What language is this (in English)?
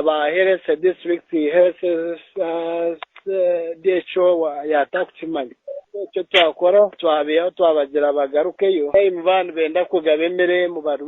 Nyankole